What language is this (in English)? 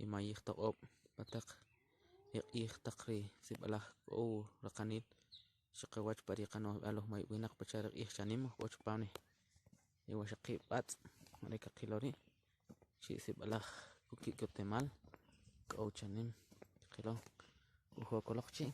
Kʼicheʼ